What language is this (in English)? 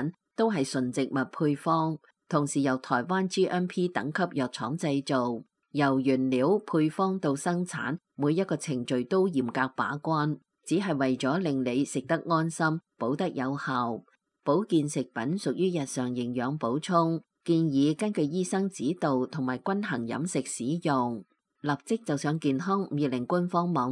Cantonese